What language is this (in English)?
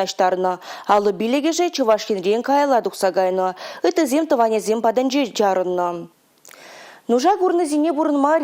Chuvash